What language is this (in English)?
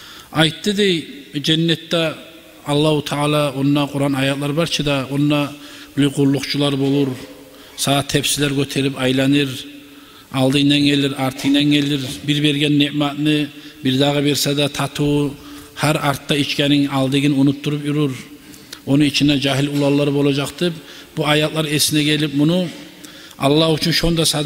Kumyk